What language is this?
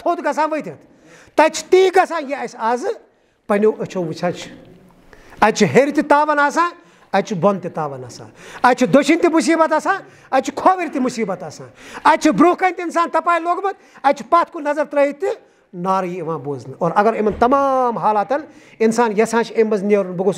Kashmiri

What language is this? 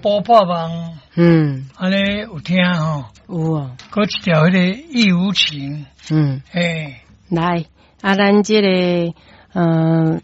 Min Nan Chinese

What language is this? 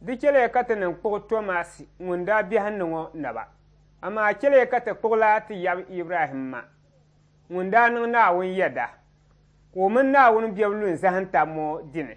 Dagbani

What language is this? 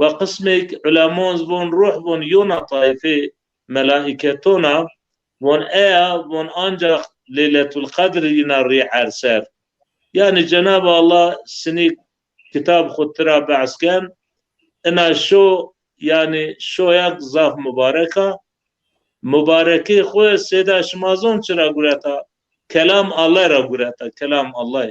Zaza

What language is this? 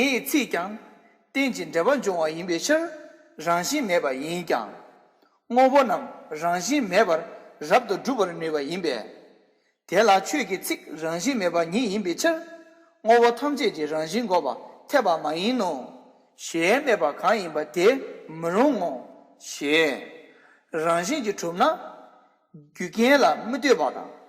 Tibetan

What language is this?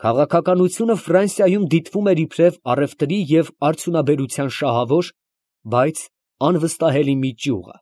Armenian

